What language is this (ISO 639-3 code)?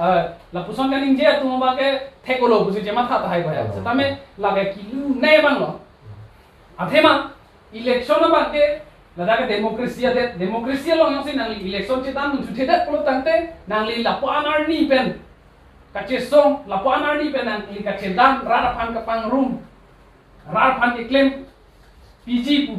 mjw